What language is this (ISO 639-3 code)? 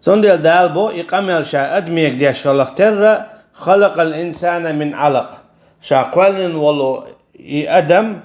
che